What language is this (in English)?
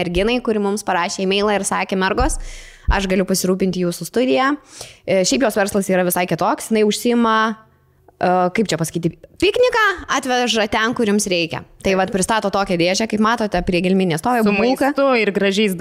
Lithuanian